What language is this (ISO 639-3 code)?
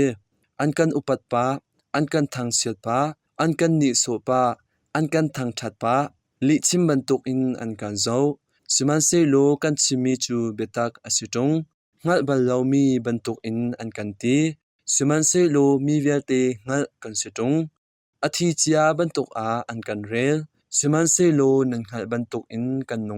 cnh